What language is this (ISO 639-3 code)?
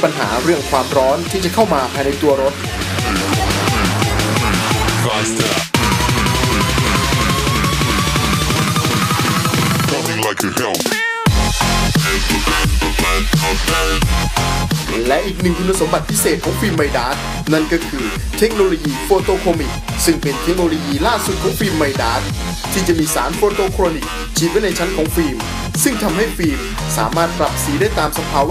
tha